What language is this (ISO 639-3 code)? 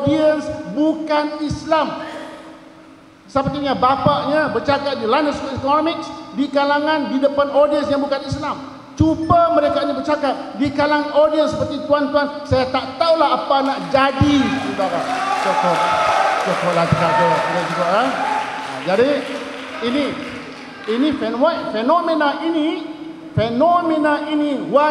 msa